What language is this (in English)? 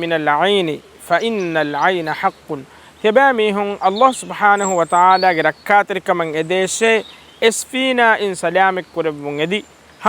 Divehi